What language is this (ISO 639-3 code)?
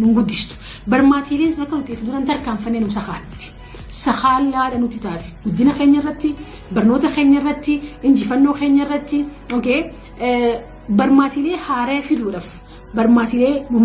orm